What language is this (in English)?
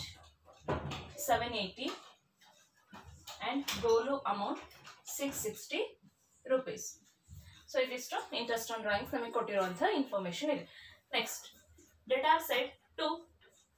Kannada